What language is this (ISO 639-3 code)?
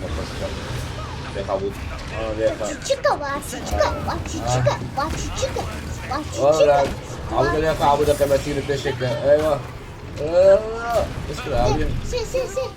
kur